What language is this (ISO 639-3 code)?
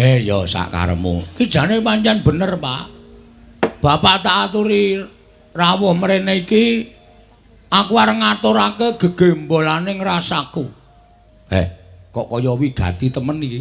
jav